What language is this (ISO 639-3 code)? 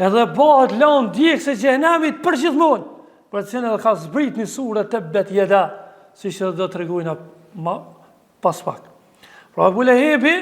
sqi